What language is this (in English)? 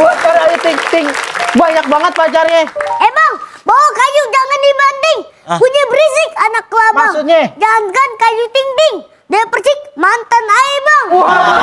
Betawi